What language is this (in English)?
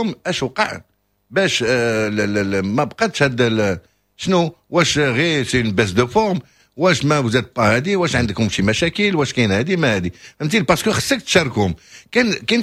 Moroccan Arabic